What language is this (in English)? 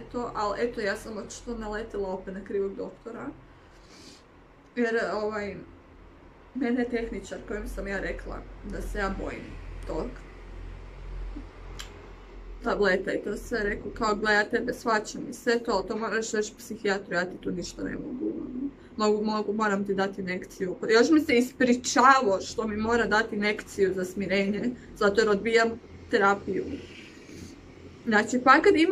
Croatian